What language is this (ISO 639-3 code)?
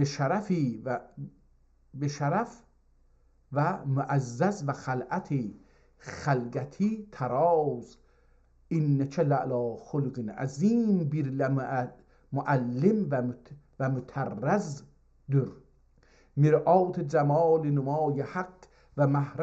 azb